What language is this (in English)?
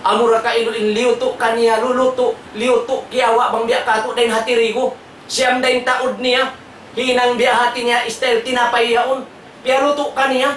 Tausug